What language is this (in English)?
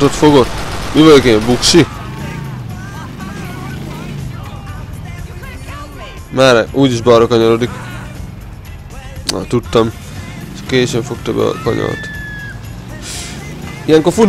Hungarian